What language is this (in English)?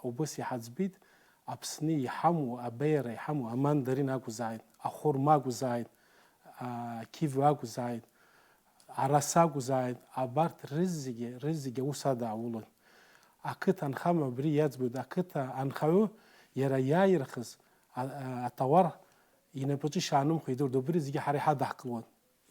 Abkhazian